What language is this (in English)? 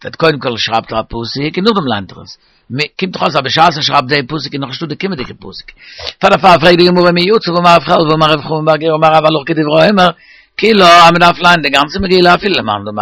Yiddish